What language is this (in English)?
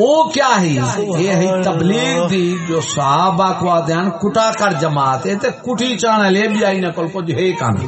Saraiki